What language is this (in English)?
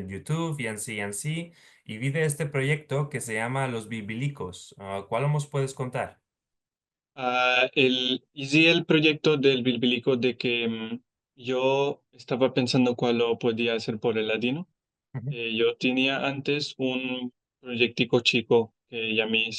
Ladino